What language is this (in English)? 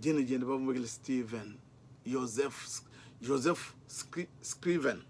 Luba-Lulua